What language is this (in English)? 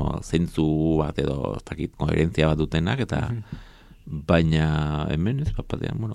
Basque